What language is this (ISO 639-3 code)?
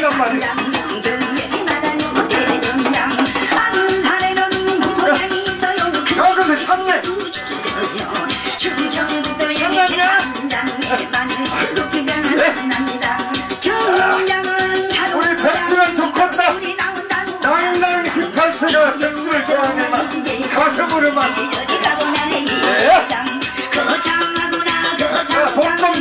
kor